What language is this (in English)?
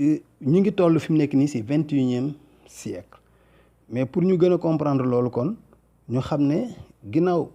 Wolof